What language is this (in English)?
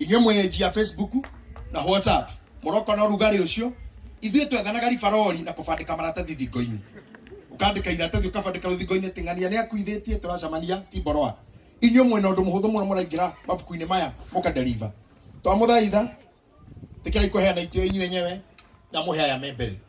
Kikuyu